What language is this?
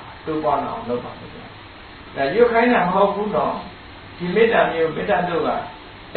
Burmese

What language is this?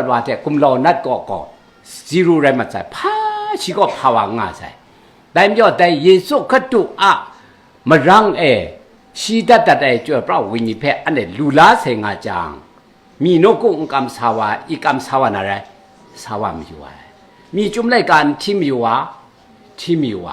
Kachin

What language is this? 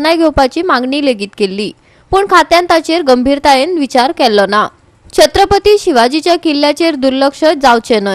Konkani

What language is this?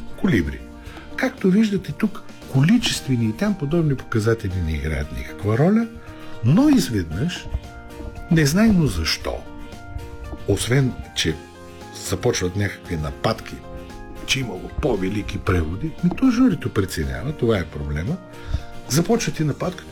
Bulgarian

